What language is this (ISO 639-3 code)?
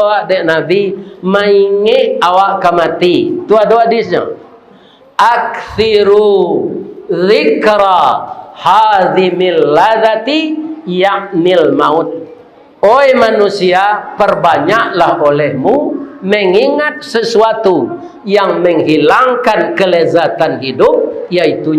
min